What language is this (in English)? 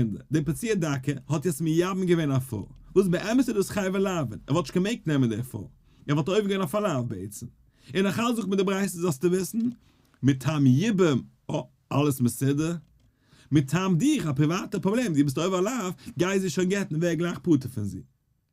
Yiddish